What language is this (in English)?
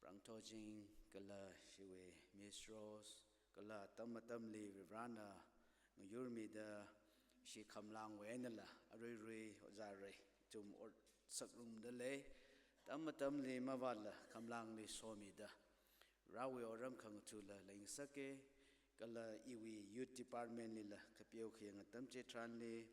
Tangkhul Naga (India)